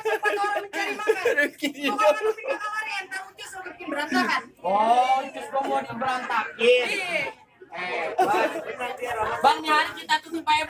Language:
Betawi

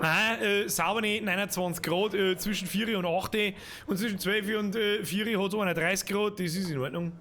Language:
Bavarian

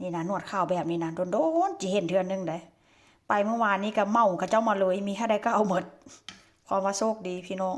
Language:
Northeastern Thai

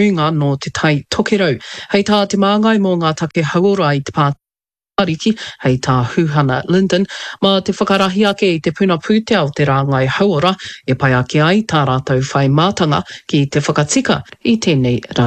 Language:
Māori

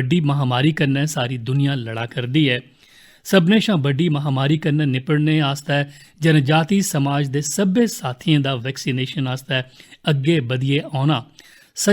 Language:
Dogri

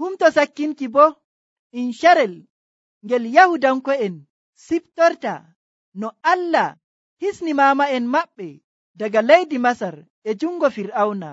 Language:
Nigerian Fulfulde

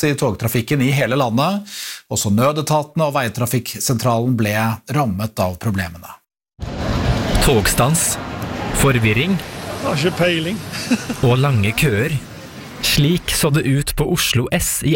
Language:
Norwegian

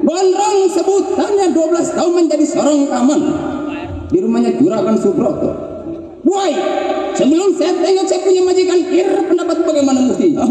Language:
Betawi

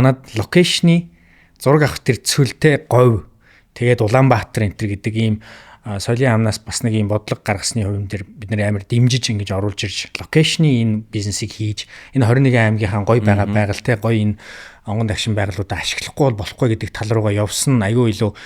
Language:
Mongolian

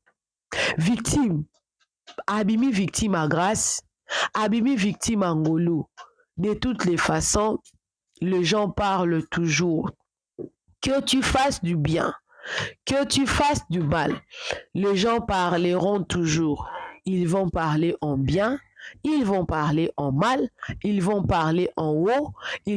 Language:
Lingala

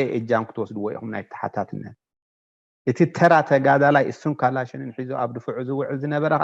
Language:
Tigrinya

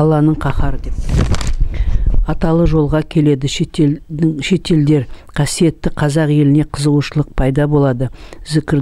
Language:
Kazakh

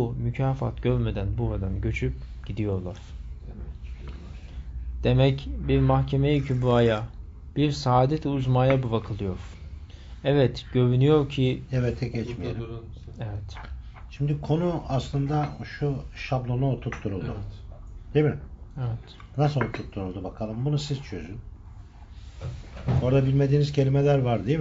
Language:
Turkish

